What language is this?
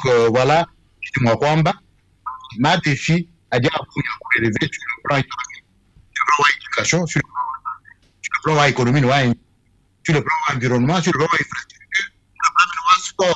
Luba-Lulua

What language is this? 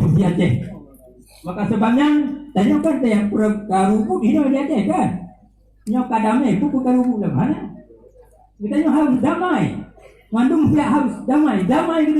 Achinese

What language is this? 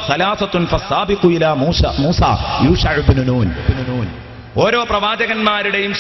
Malayalam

